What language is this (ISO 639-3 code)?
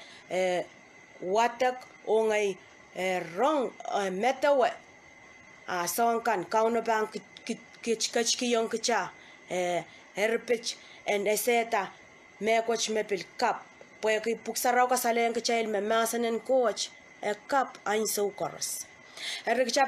pon